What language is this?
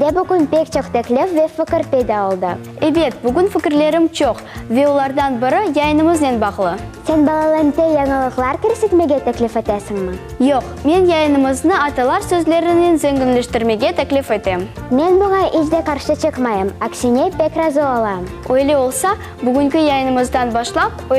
Crimean Tatar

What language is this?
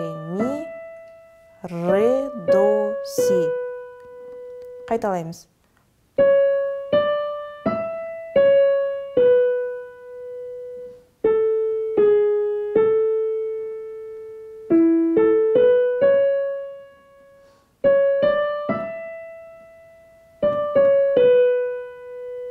Kazakh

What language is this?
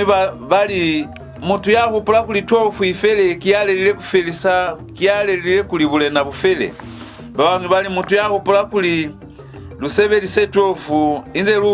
Lozi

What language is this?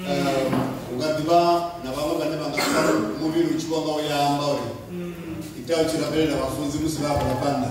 Venda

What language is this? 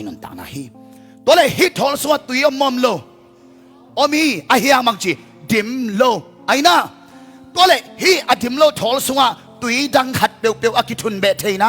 Tedim Chin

